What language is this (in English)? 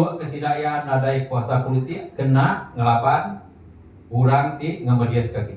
Iban